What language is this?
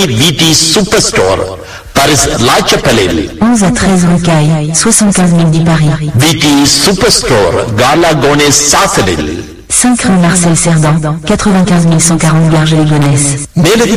Tamil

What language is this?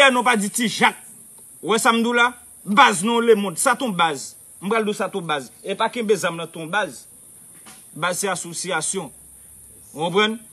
Haitian Creole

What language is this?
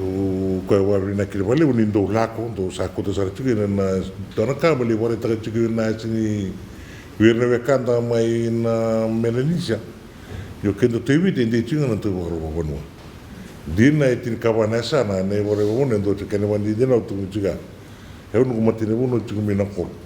Fijian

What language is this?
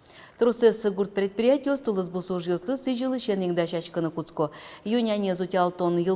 Udmurt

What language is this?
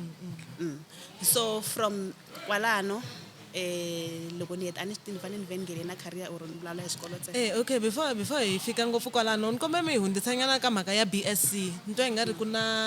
Tsonga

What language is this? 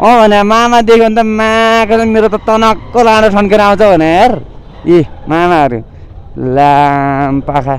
Nepali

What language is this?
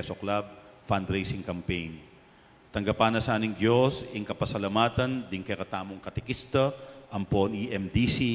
Pampanga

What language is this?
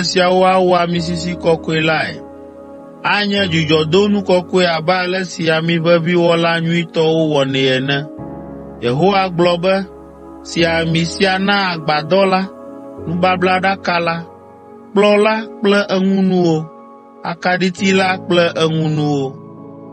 Ewe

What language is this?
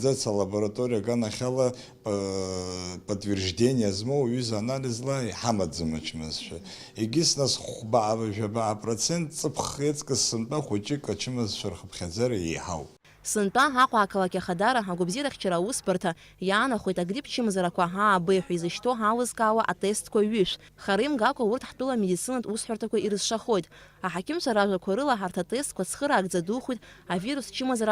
Abkhazian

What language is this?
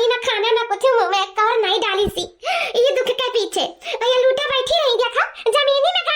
Awadhi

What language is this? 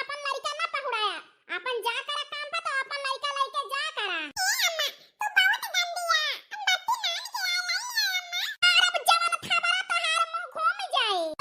Awadhi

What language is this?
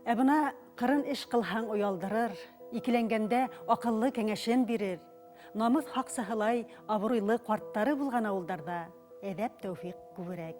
Bashkir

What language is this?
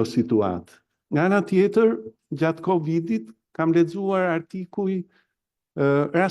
Albanian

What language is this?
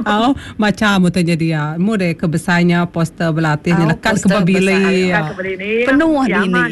Iban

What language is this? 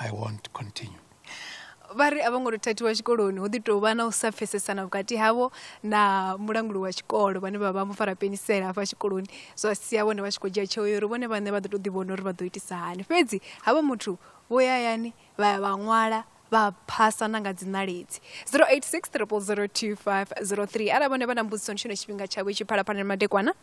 Venda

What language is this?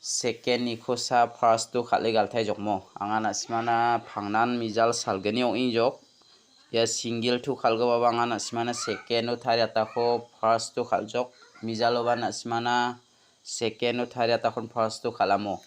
Garo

